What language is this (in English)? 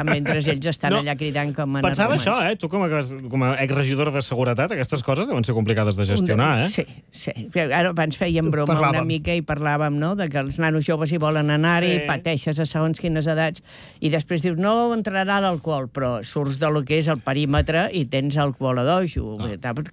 Catalan